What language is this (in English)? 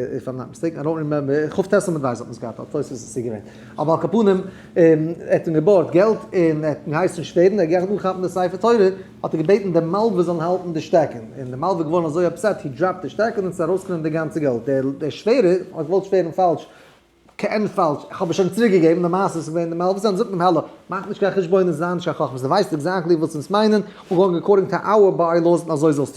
Yiddish